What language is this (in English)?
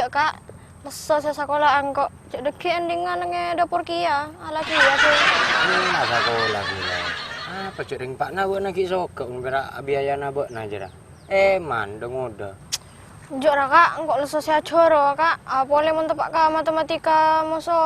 Madurese